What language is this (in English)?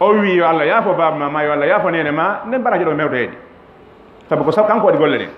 Fula